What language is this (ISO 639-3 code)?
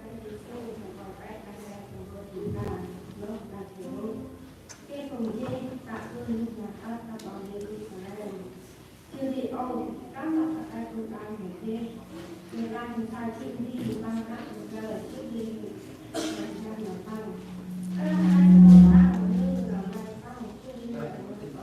cmo